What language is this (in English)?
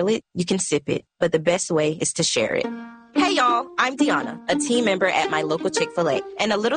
English